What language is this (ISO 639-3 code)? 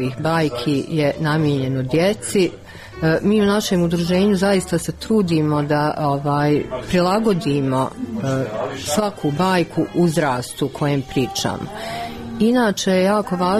bos